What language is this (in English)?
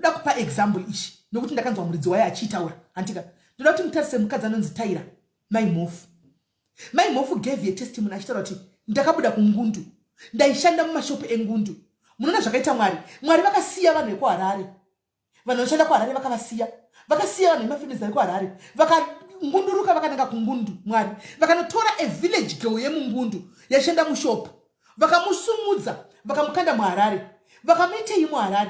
Shona